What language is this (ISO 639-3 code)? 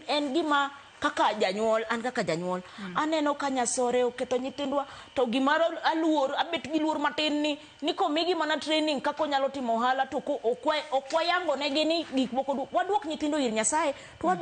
luo